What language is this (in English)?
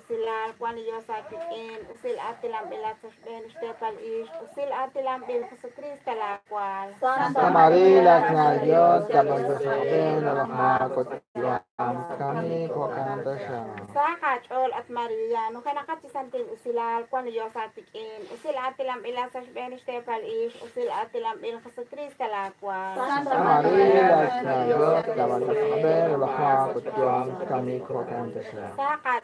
Kekchí